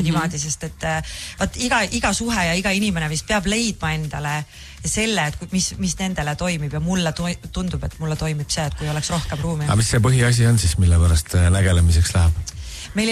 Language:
Estonian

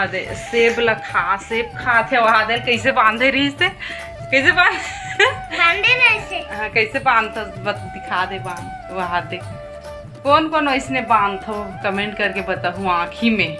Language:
Chhattisgarhi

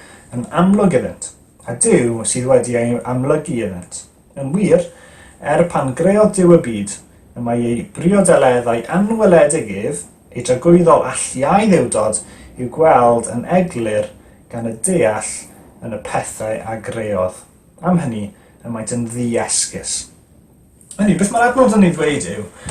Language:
Welsh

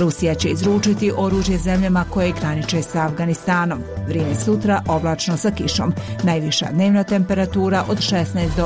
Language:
Bosnian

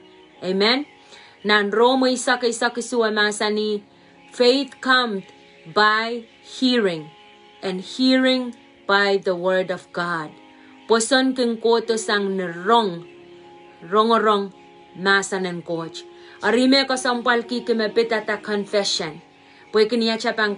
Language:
Pohnpeian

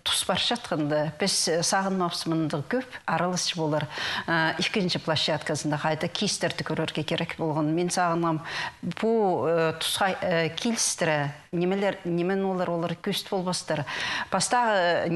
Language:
Khakas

